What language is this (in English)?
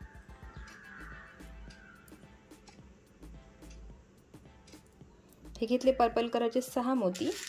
Marathi